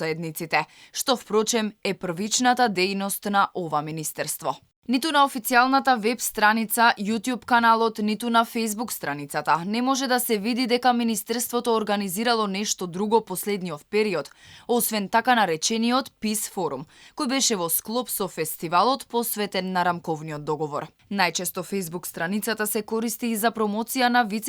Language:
Macedonian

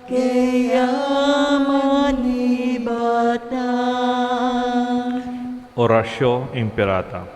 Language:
Pampanga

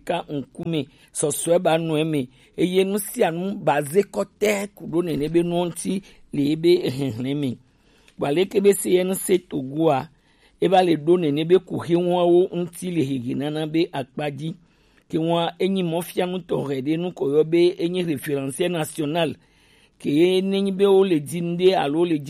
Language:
Gen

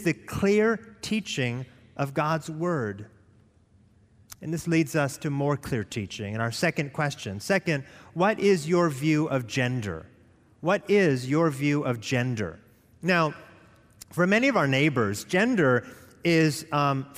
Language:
English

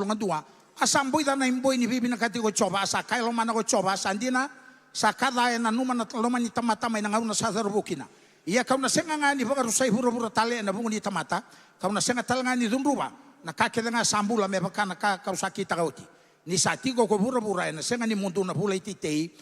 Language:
Fijian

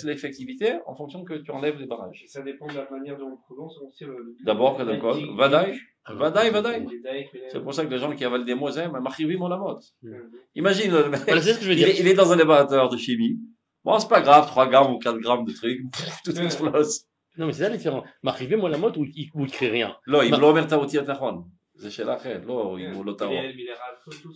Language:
French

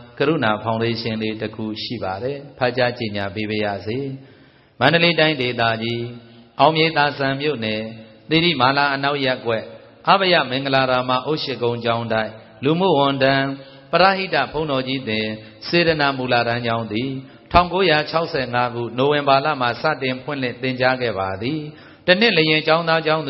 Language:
Burmese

